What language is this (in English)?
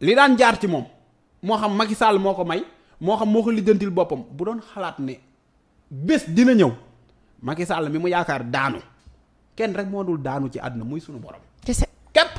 Wolof